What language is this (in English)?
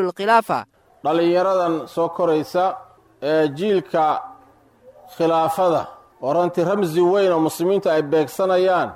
Somali